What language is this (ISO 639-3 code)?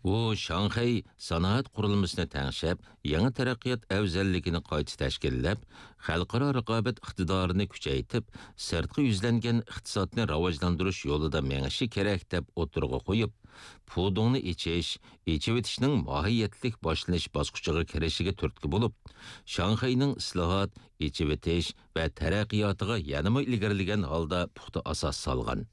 uig